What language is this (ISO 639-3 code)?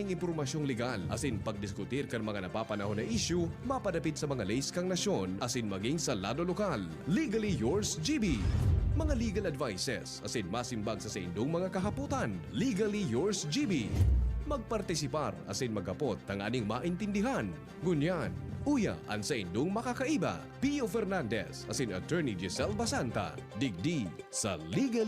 bik